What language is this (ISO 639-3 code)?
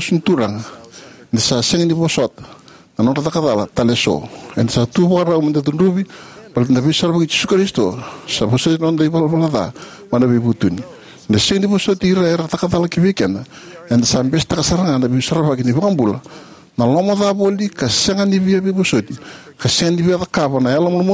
fij